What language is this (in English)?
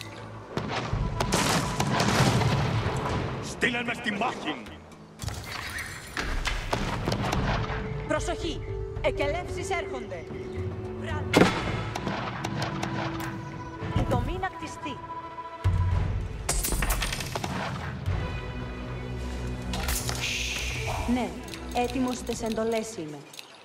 Greek